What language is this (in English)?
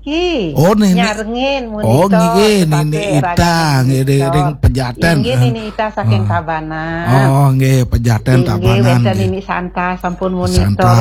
Balinese